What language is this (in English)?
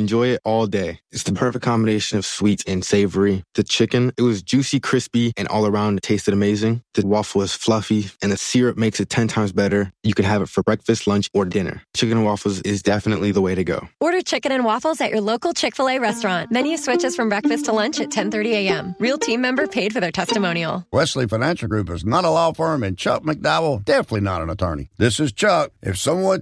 English